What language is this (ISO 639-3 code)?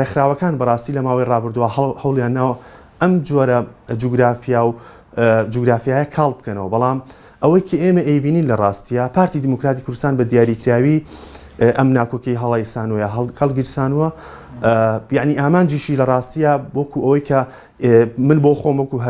ckb